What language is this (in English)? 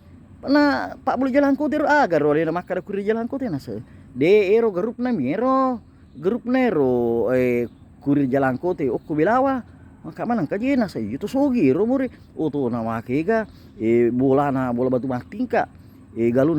Buginese